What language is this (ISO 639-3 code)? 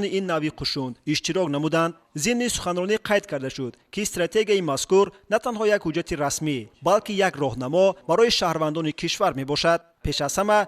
tgk